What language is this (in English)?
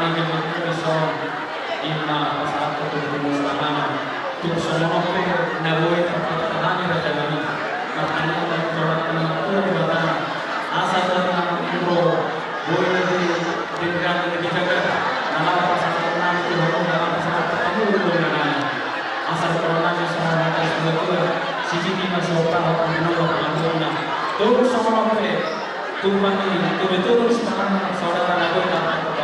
Batak Toba